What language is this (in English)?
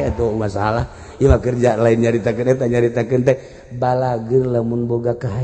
Sundanese